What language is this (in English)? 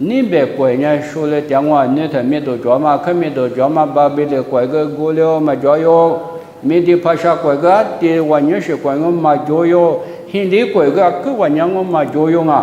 Lisu